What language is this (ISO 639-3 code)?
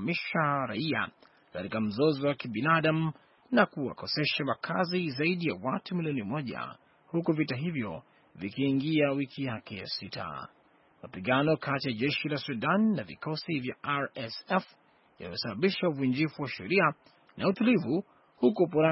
swa